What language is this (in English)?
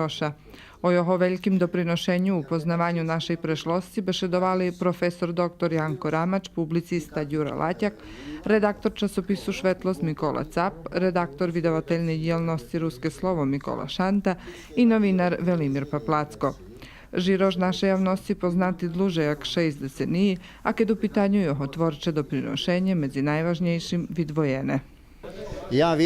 Rusyn